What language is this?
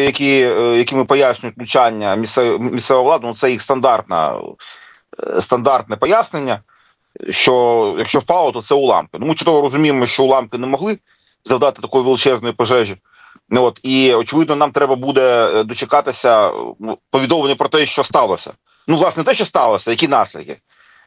Ukrainian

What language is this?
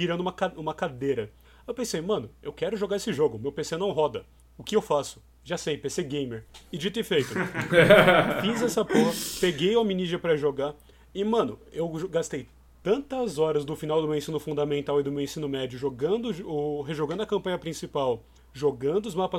Portuguese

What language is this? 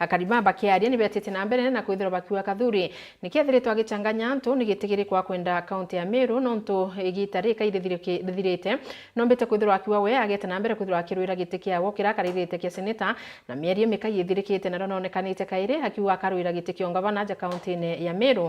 Meru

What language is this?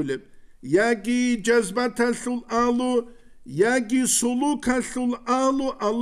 Avaric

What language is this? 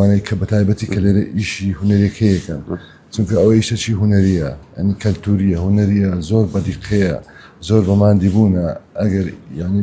Central Kurdish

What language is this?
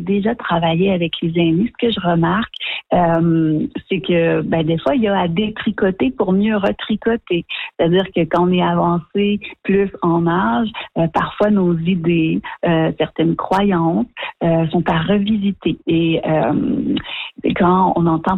French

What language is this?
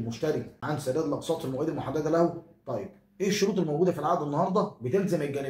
Egyptian Arabic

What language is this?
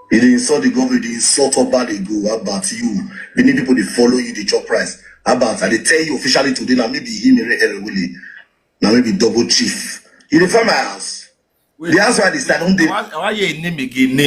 Nigerian Pidgin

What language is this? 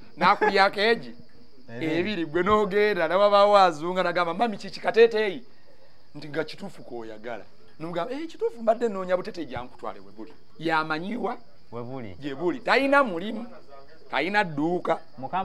Ganda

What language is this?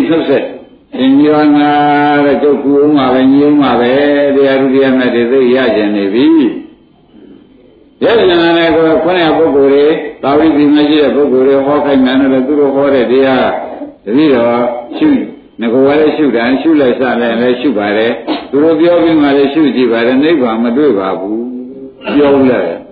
Burmese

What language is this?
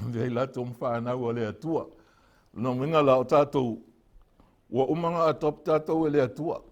Samoan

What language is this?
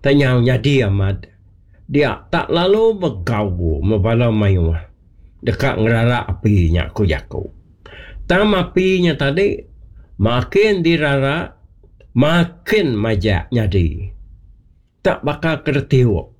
Iban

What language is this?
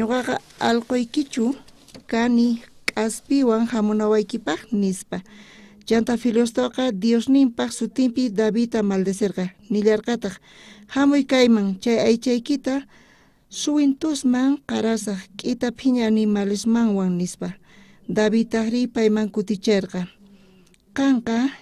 South Bolivian Quechua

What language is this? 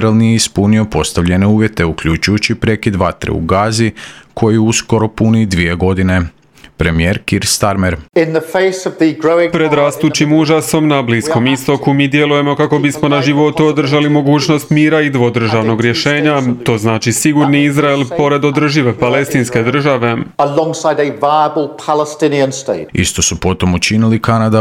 Croatian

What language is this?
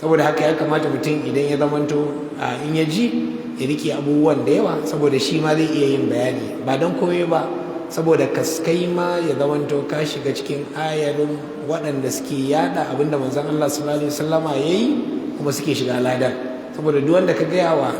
Hausa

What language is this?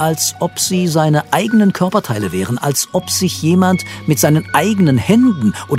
German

